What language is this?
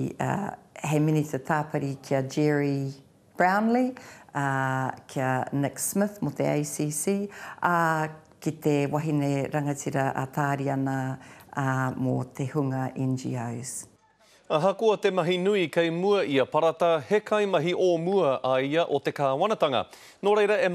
Māori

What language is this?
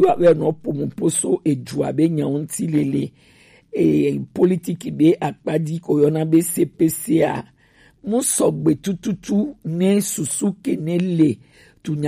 Gen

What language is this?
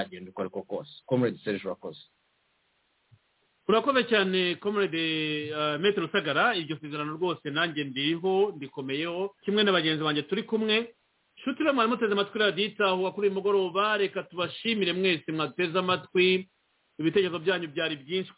Kinyarwanda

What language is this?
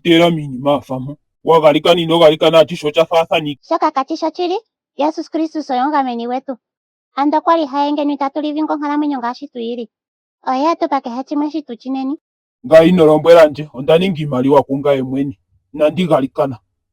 Ndonga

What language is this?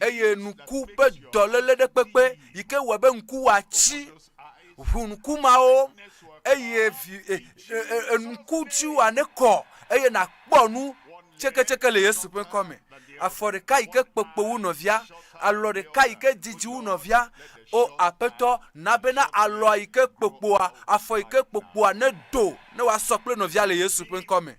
Ewe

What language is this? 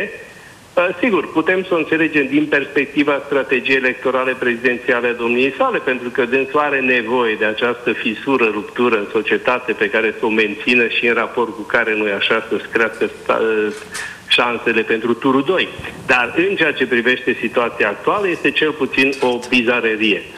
Romanian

